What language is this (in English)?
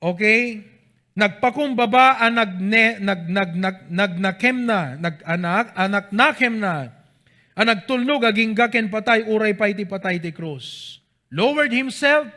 Iloko